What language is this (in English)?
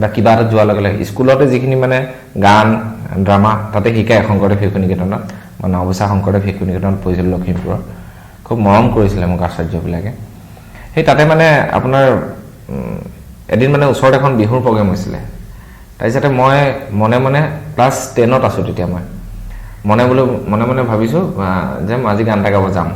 Assamese